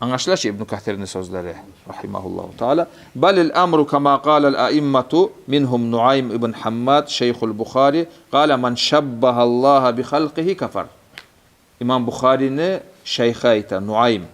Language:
Kumyk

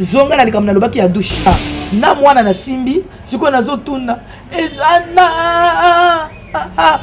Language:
Lingala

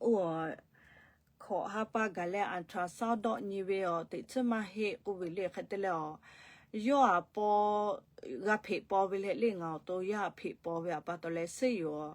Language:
Lahu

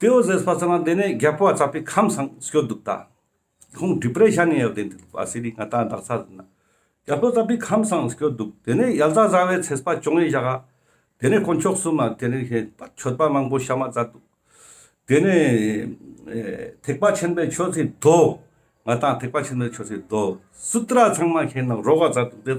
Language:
Ladakhi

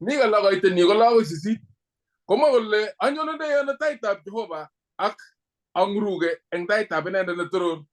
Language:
Kalenjin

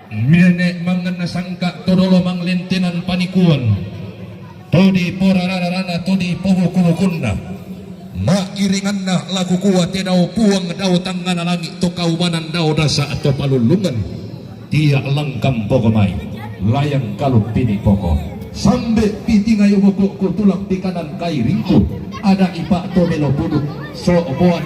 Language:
Toraja-Sa'dan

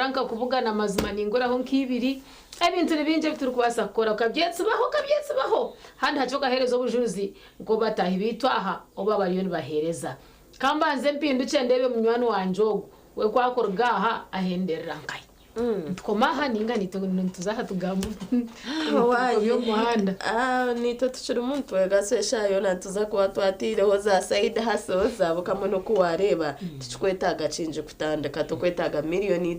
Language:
Nyankole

